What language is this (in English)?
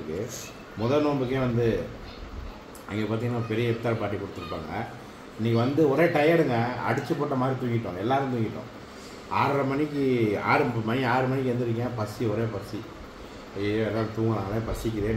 Tamil